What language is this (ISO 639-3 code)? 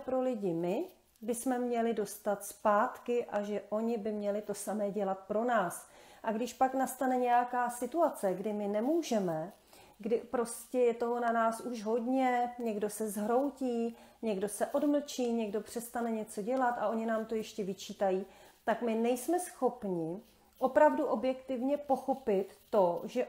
ces